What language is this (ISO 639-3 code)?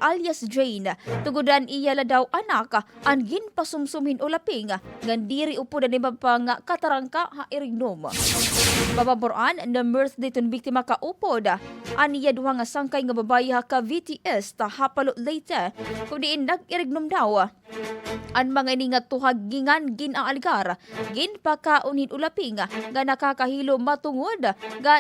war